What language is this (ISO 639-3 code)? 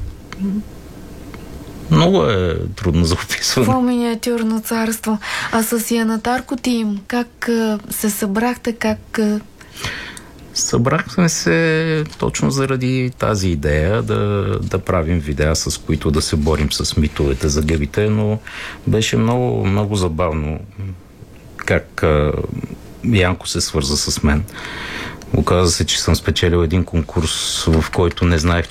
bul